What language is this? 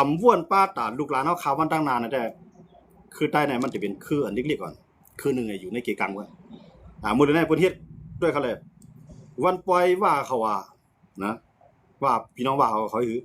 Shan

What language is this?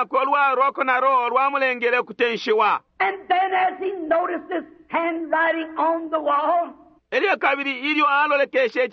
Bemba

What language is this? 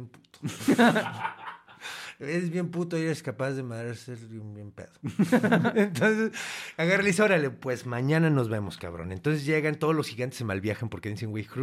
Spanish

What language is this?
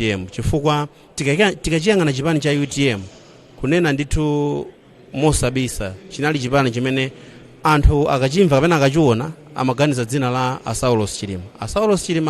Nyanja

